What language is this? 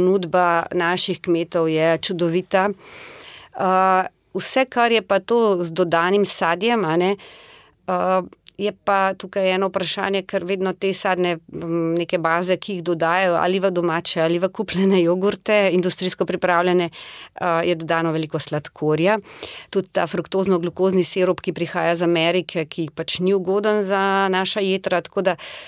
Slovenian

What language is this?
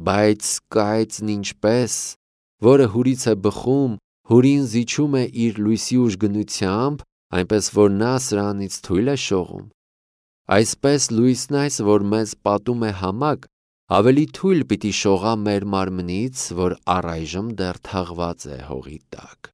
Armenian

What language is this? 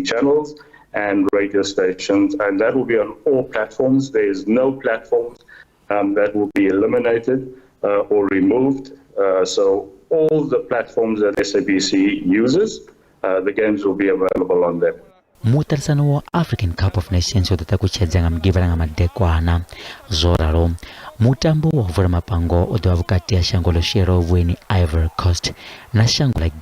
Venda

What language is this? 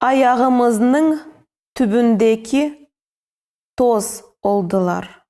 Crimean Tatar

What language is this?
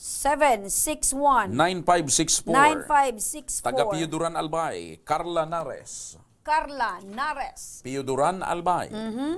Bikol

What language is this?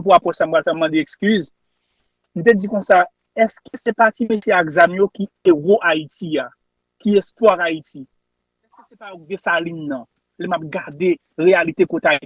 Haitian Creole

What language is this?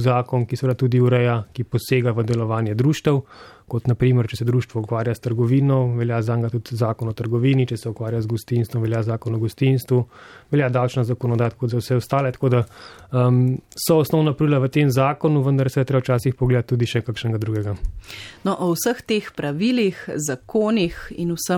Slovenian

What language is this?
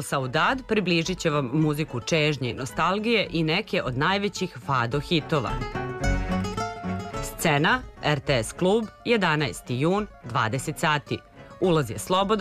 Serbian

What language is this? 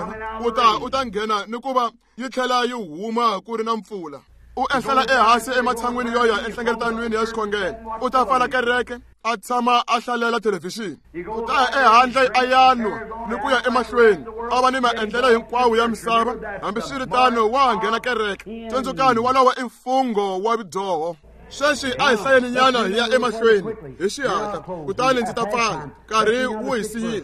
Tsonga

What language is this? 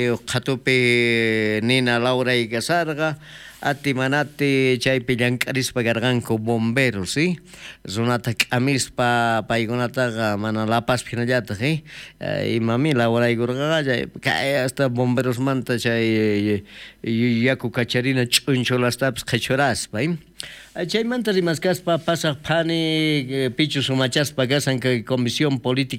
South Bolivian Quechua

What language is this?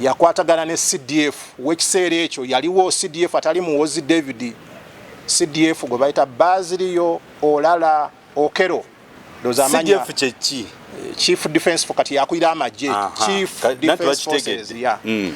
Ganda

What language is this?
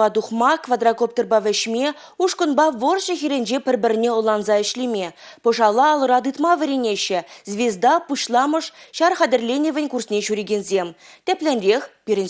Chuvash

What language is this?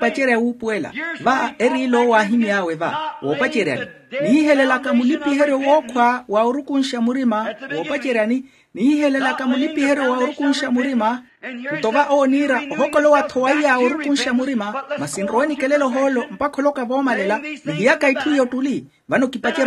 Makhuwa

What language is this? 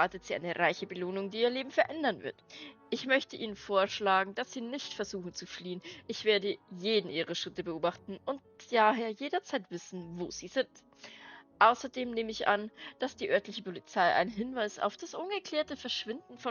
Bavarian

